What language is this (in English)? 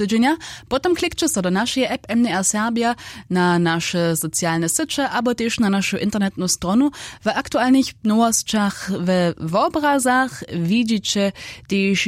Upper Sorbian